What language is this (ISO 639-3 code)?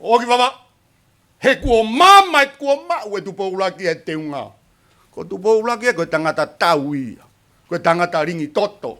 ton